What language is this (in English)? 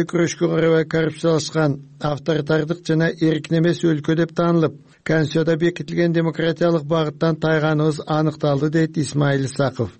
Kyrgyz